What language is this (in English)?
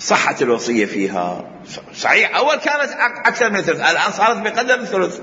Mesopotamian Arabic